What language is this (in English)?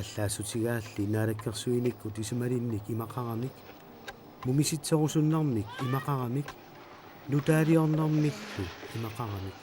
Kalaallisut